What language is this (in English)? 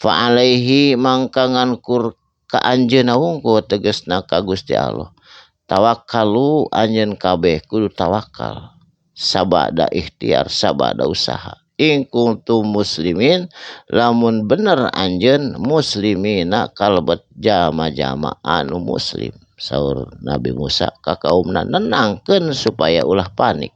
Sundanese